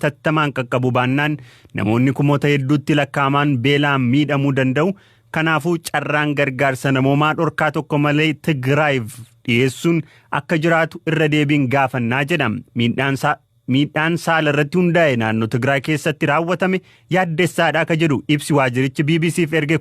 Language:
Oromo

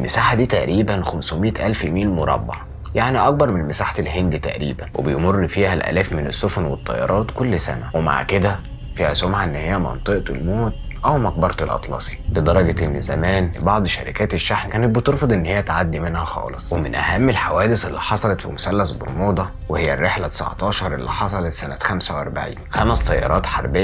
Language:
Egyptian Arabic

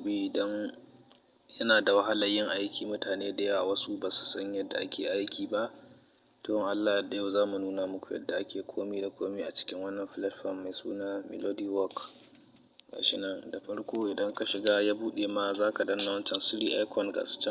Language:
Hausa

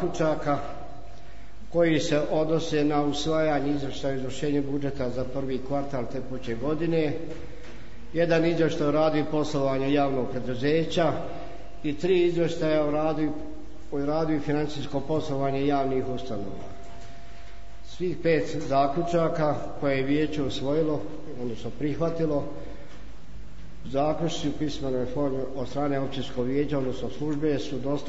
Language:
Bosnian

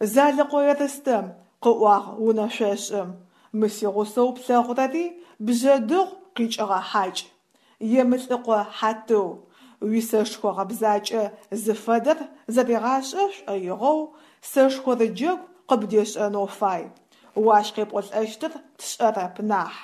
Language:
Adyghe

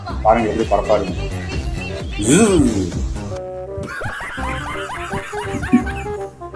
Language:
Tamil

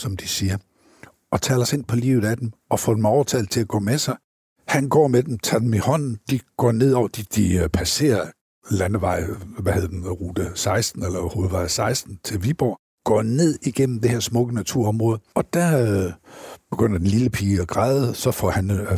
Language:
Danish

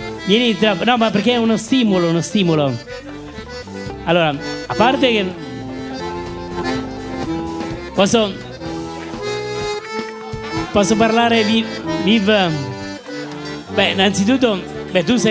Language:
Italian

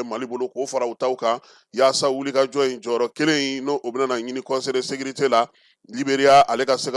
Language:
Bambara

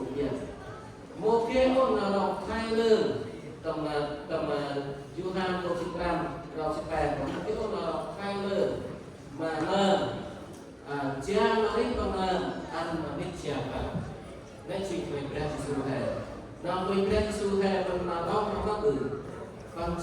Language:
Central Mnong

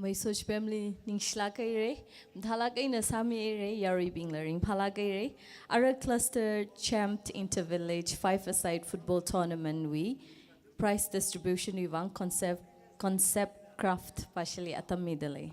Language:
Tangkhul Naga (India)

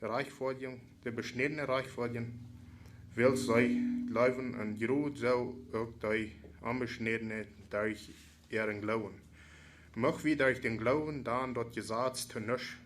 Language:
Plautdietsch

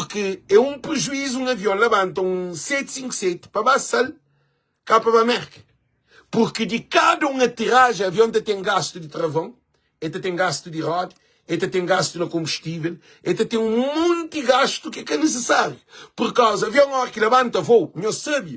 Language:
Kabuverdianu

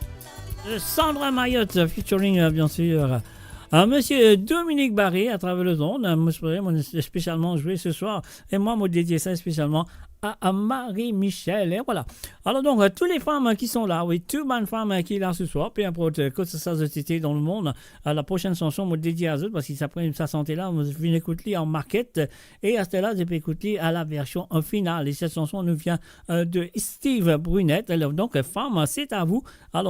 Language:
Morisyen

